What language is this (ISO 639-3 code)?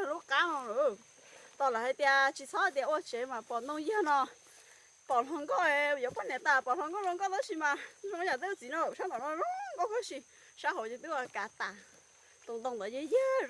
hmn